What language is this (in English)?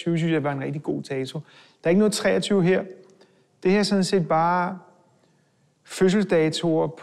Danish